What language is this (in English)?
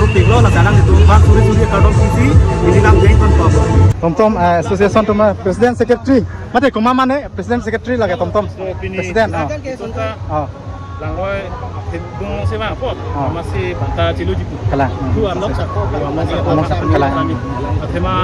Karbi